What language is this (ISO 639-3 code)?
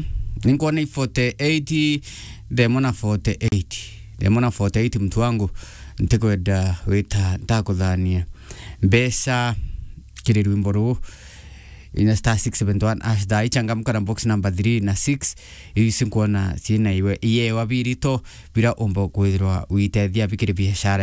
mer